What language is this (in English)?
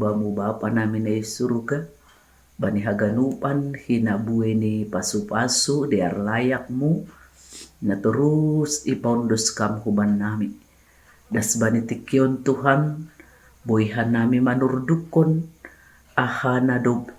Batak Simalungun